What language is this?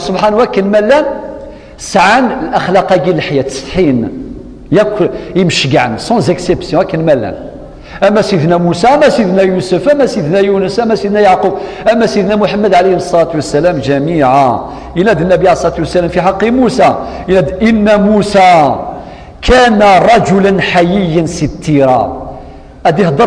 Kabyle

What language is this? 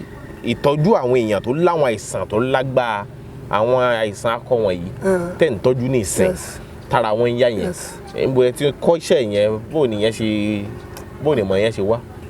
Yoruba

